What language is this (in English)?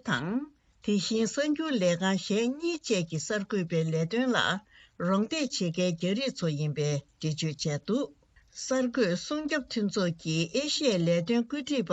Tibetan